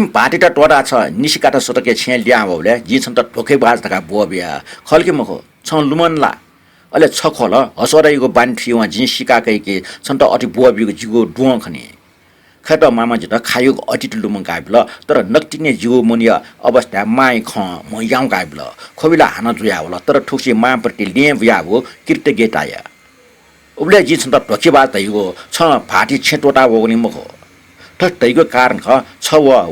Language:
Newari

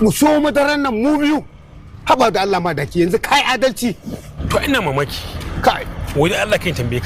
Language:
Hausa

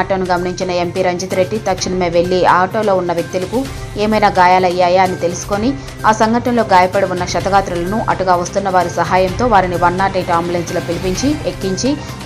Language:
Telugu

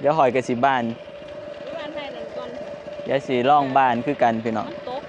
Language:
Northeastern Thai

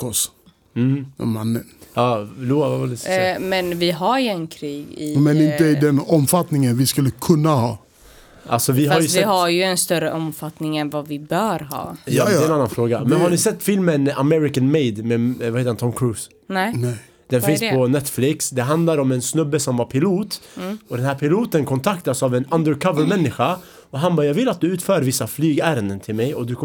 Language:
Swedish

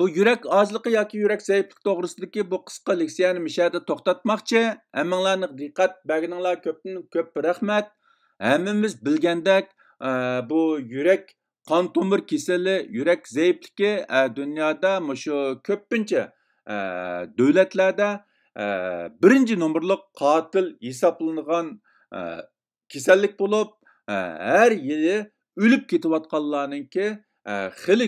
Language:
Uyghur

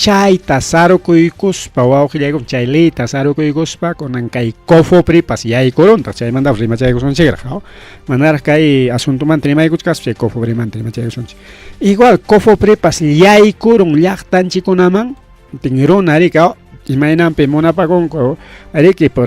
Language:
Ayacucho Quechua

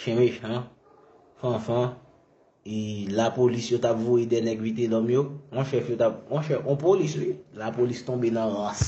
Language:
Haitian Creole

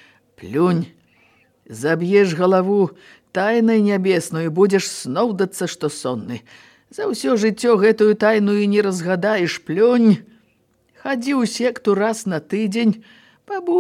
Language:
Belarusian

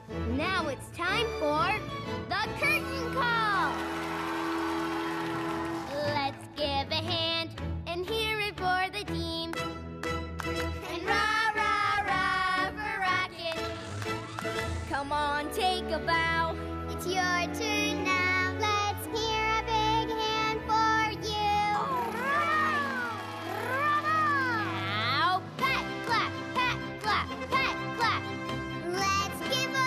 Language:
English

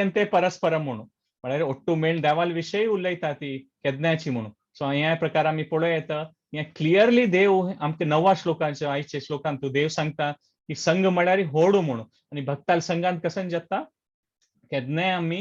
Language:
Konkani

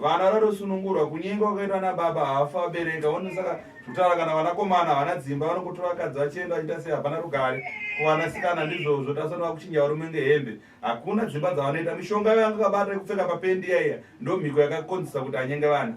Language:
Shona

